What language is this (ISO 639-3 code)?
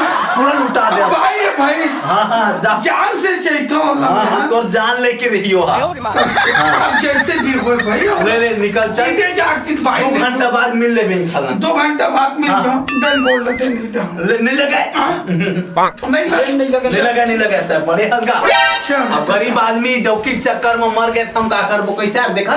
hne